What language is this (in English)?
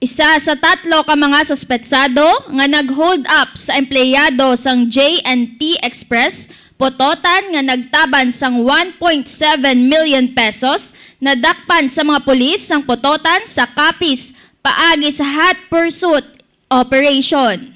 Hiligaynon